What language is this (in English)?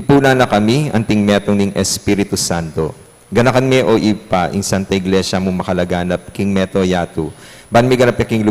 Pampanga